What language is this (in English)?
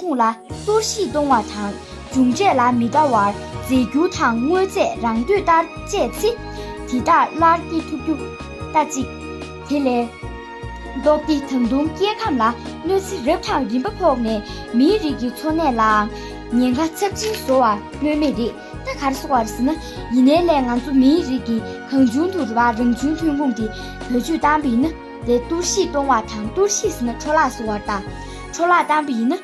Tibetan